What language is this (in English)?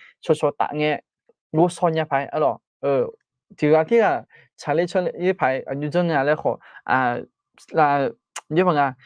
Akha